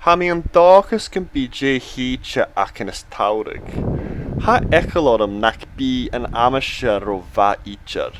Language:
Scottish Gaelic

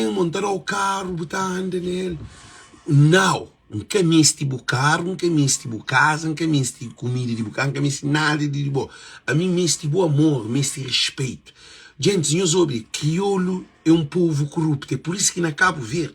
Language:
Kabuverdianu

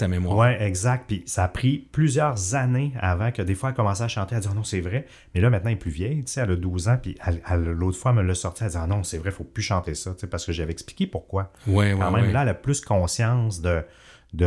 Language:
French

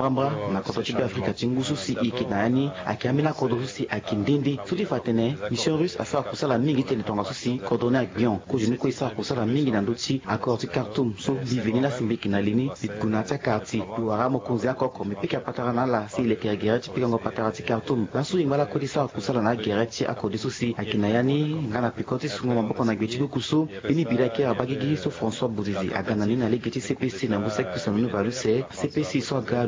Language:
Sango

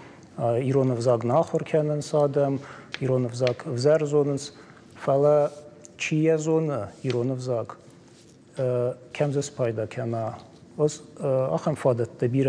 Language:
Ossetic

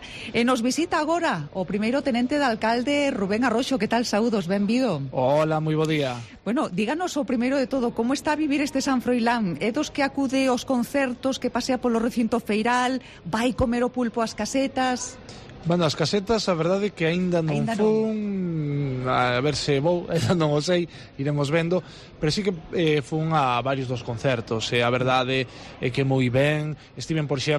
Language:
Galician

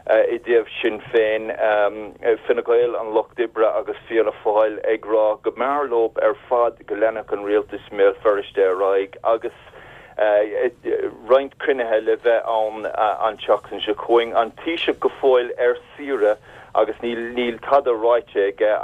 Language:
Irish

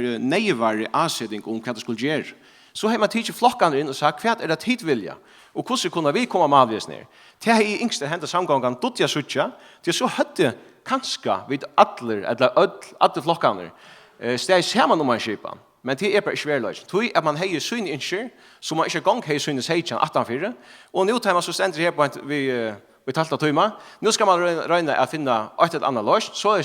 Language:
Faroese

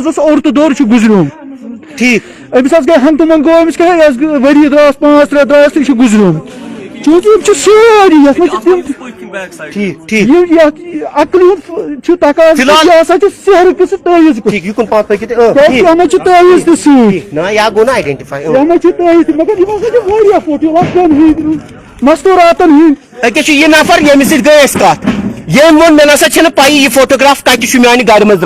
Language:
Kashmiri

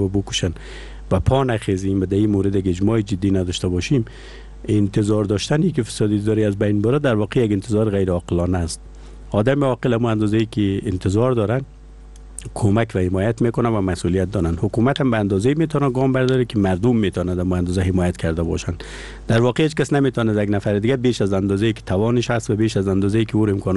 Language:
Persian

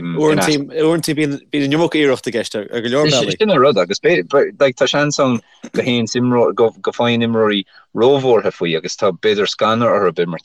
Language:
Irish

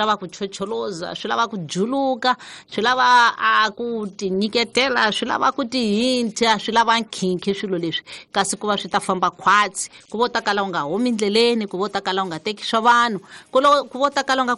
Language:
Tsonga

